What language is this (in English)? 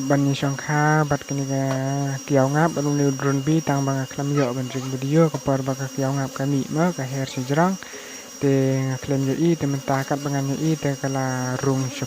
Khasi